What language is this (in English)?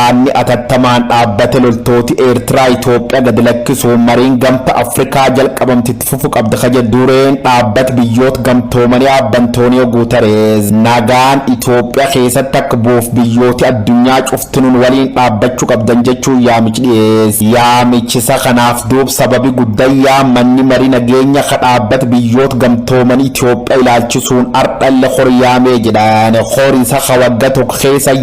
Oromo